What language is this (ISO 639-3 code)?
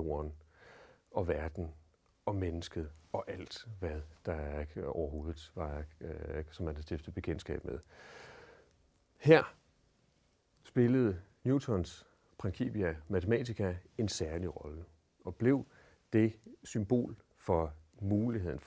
dan